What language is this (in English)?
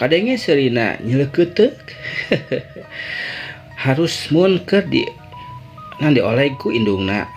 Sundanese